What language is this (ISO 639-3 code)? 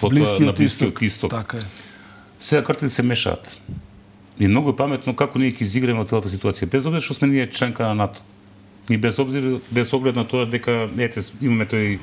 mkd